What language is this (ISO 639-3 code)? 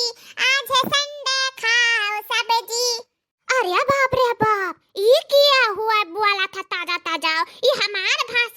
awa